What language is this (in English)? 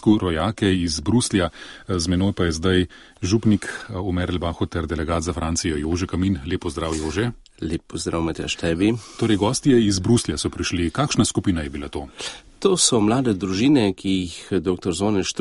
Slovenian